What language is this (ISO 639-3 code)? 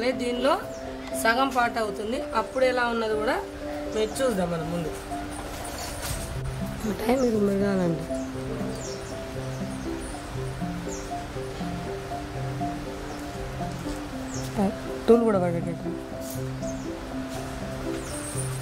tel